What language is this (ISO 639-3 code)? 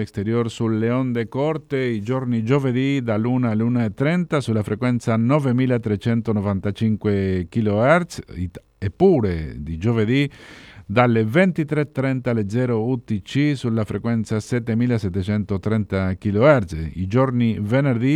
ita